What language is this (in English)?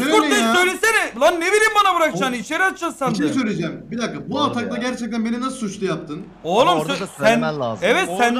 Turkish